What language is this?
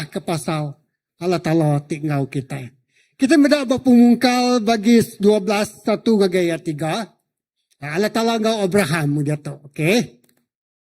Iban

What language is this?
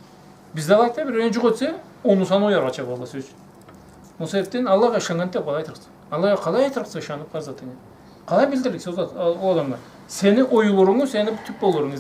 Karachay-Balkar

